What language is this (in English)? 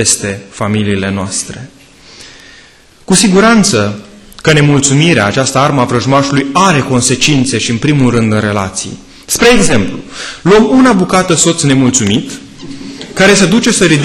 Romanian